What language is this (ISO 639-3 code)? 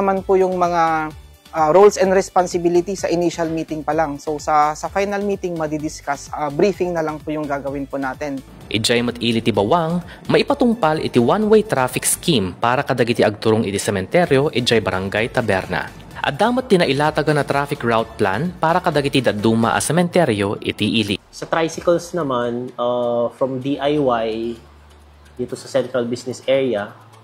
ilo